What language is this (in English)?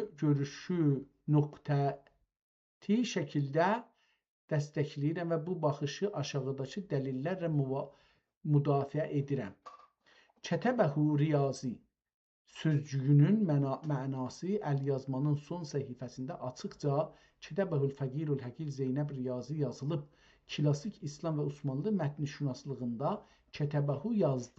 South Azerbaijani